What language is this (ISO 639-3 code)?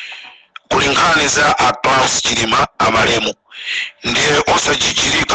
nya